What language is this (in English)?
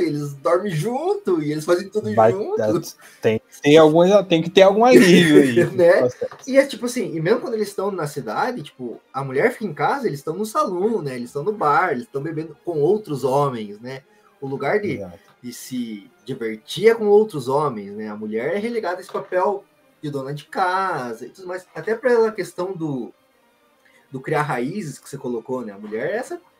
Portuguese